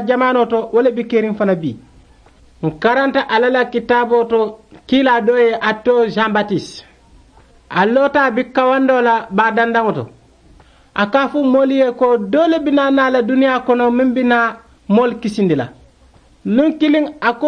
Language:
Mandingo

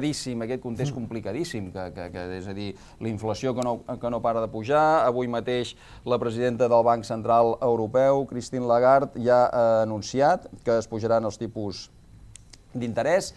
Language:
Catalan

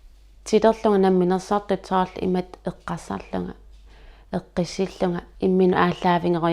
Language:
Kalaallisut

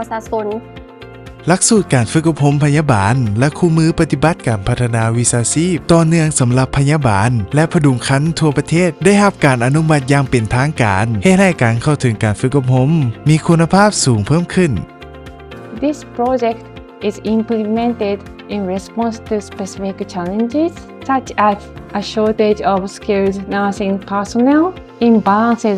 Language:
Lao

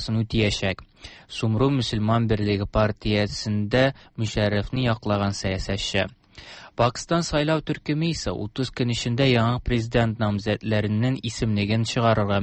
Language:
Tatar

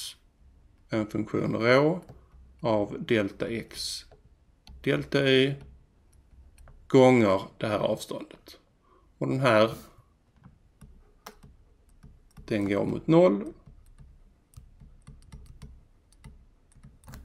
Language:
Swedish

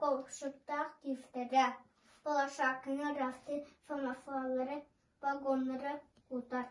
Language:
Yakut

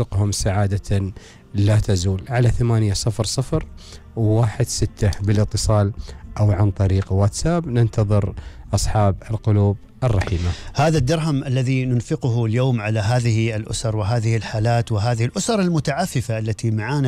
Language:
Gulf Arabic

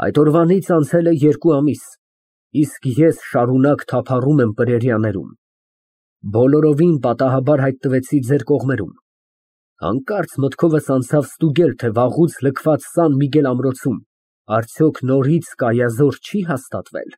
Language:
Armenian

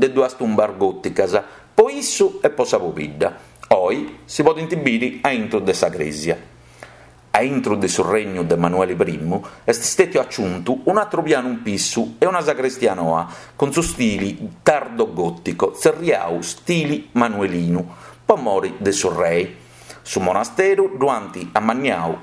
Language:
Sardinian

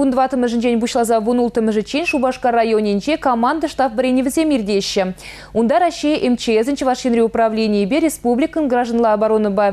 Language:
Chuvash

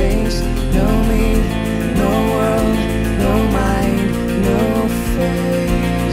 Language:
Western Frisian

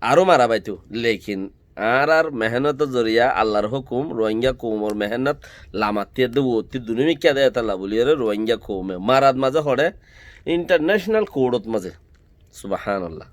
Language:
Rohingya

